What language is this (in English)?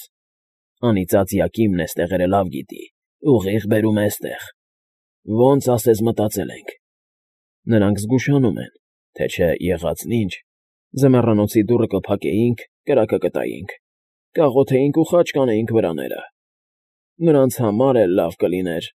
Armenian